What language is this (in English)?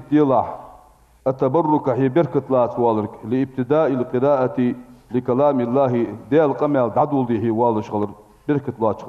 Ingush